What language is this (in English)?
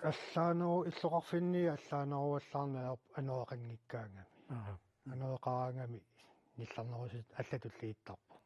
Kalaallisut